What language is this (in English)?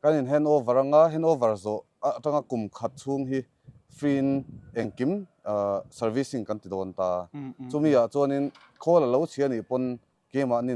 Mizo